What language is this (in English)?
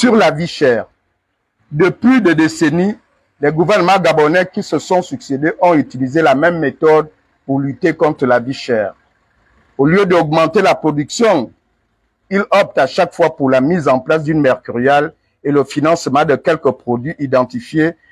French